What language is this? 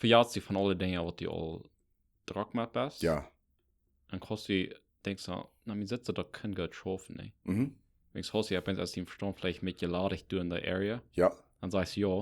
Plautdietsch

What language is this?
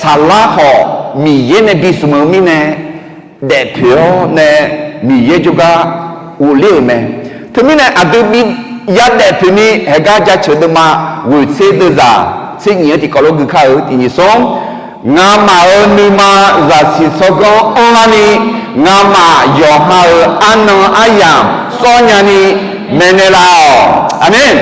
Akha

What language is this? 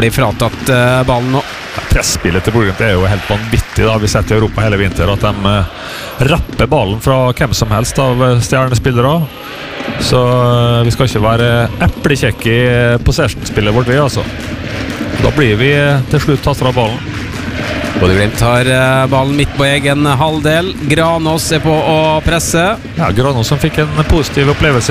Norwegian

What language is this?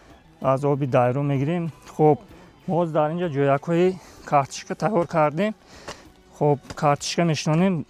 Tajik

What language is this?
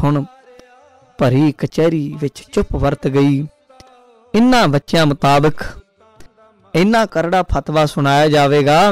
Punjabi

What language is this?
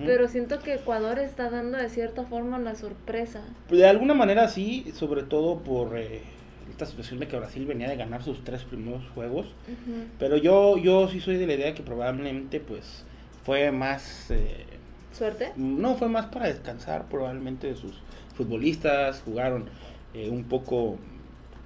Spanish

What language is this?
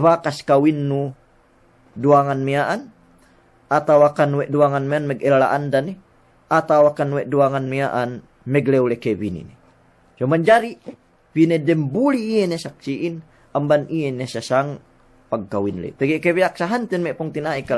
Yakan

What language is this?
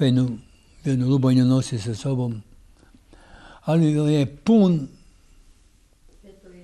Croatian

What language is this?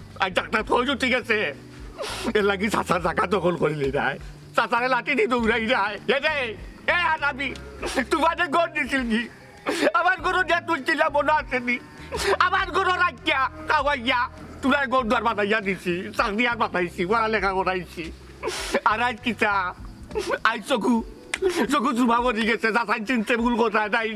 Sylheti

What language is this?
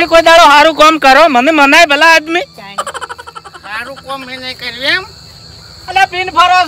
Gujarati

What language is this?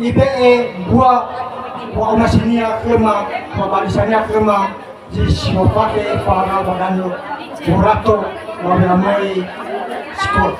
Nias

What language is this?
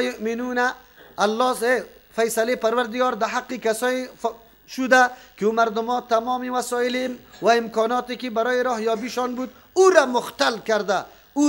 Persian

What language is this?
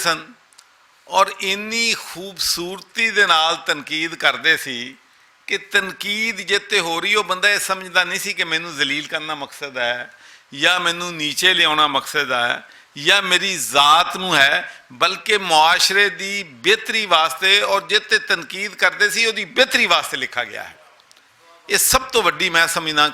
Western Panjabi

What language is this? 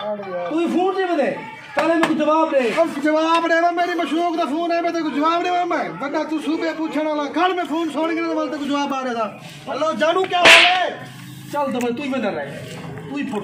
Saraiki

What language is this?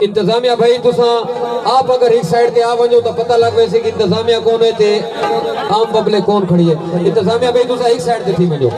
Saraiki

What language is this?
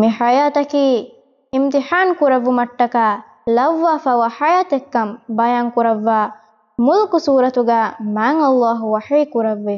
Divehi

